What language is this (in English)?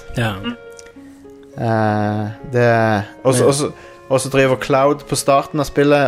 Norwegian